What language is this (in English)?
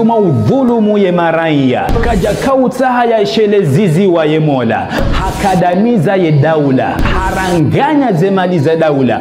Ngazidja Comorian